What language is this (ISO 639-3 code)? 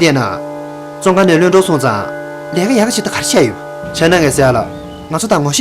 bod